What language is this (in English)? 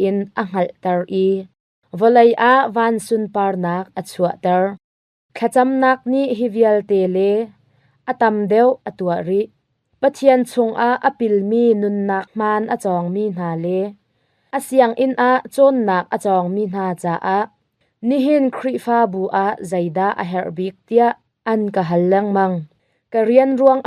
Hakha Chin